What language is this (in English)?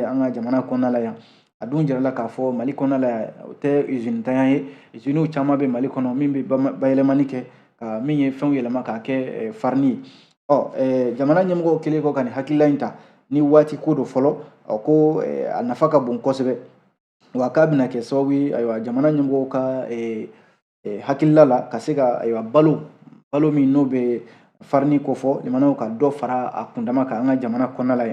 Bambara